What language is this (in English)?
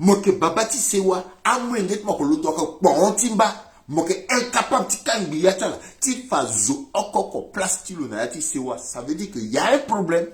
Sango